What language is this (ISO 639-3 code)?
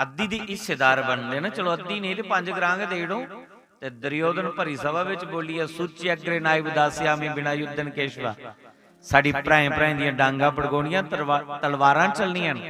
doi